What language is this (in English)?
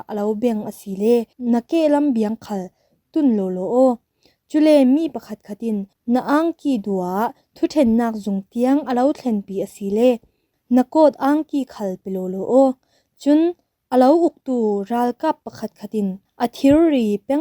Falam Chin